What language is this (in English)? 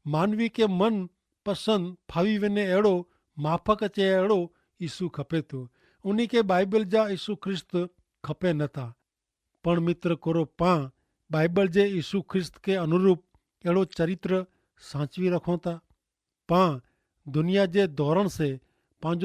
Kachhi